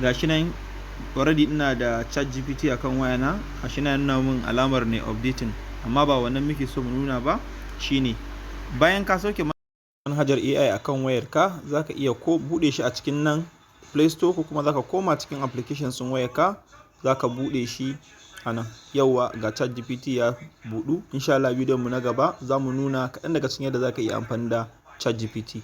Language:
Hausa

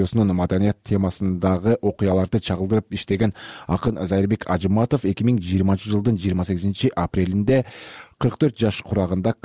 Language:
Kyrgyz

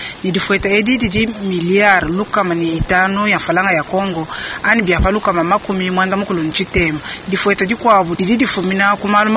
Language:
Luba-Lulua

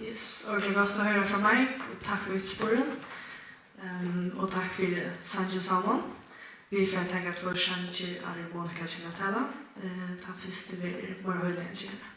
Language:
Faroese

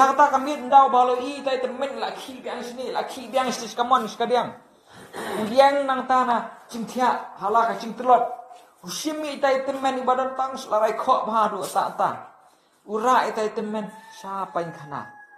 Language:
Khasi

